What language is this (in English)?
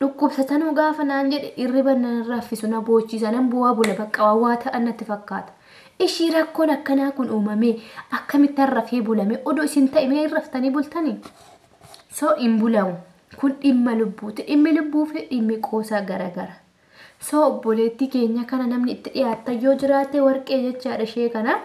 Oromo